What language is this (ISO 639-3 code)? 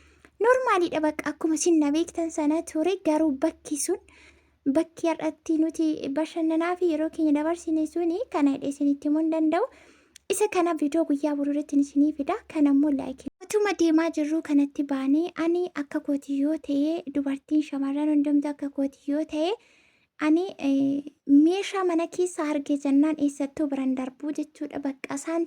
orm